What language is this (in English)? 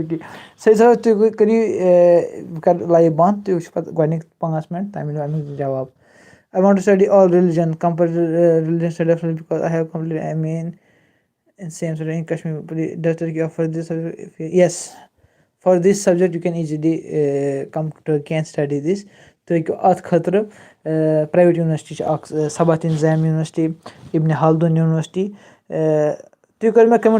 Kashmiri